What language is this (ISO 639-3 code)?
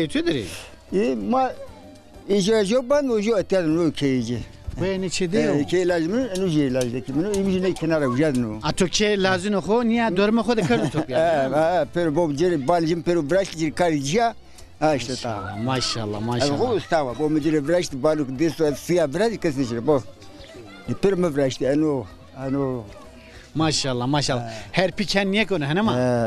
zza